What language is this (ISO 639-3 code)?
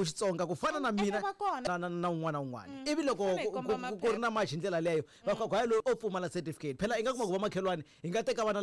tso